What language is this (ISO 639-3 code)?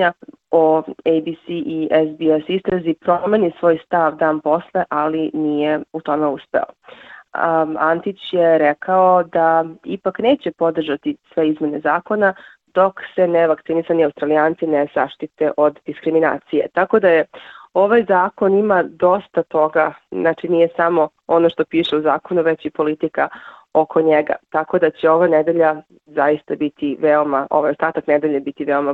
srp